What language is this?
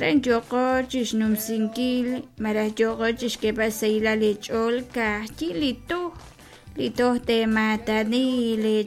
Kekchí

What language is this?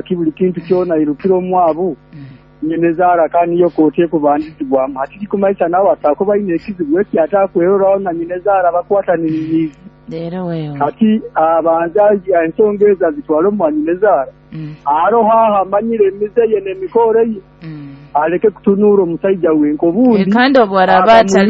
Nyoro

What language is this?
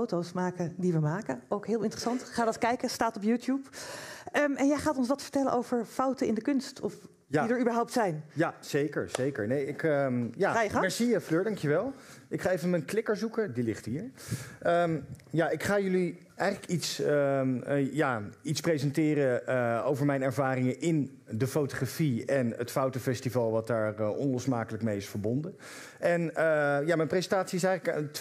Dutch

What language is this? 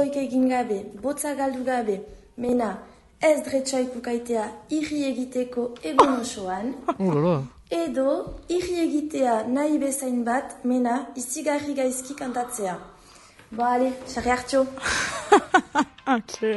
Basque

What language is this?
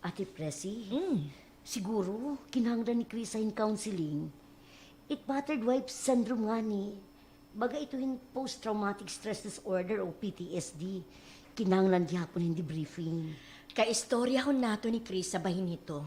Waray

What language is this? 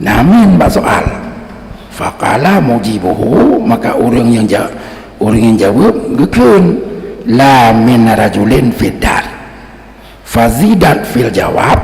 Achinese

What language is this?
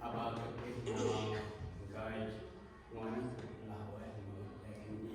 Central Mnong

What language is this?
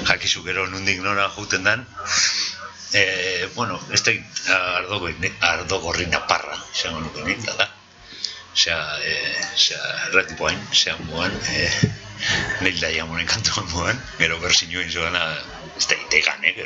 Basque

